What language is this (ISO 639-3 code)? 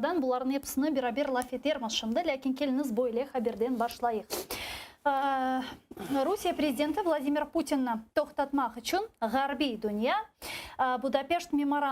crh